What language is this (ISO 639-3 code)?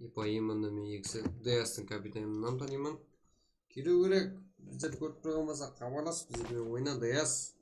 kaa